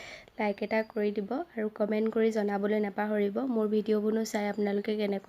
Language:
Assamese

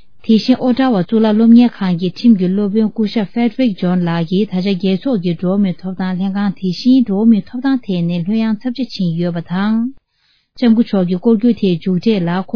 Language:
Tibetan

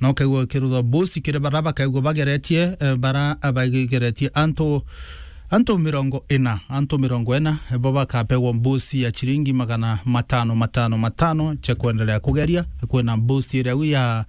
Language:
Meru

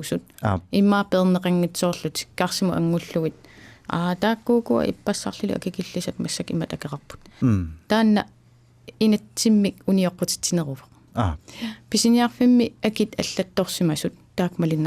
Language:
Kalaallisut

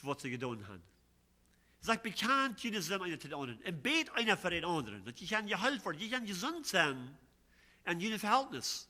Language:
Plautdietsch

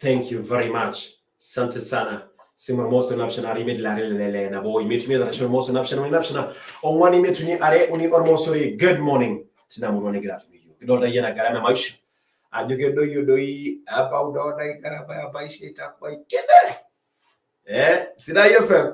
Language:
Masai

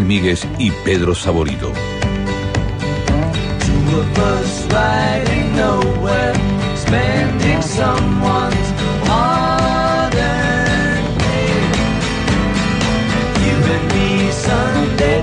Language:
Spanish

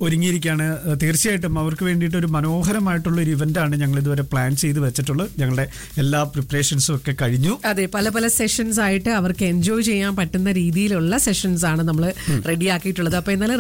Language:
Malayalam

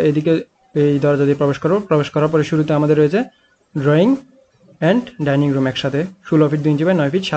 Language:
Bangla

